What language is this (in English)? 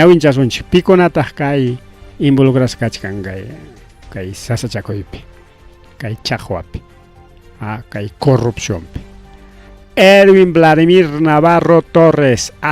Ayacucho Quechua